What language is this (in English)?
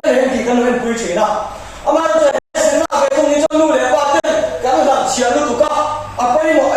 Mizo